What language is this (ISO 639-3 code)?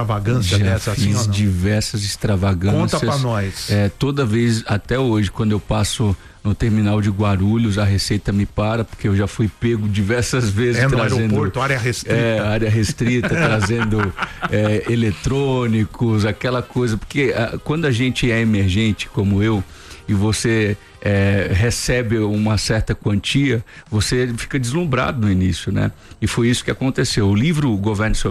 por